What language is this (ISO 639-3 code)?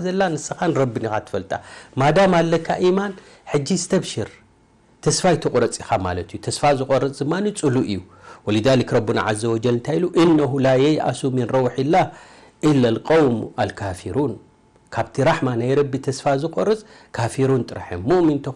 tir